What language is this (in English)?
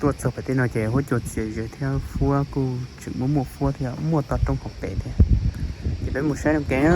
Hmong